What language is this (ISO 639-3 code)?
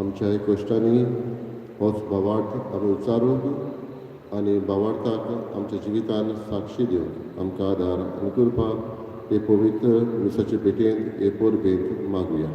kok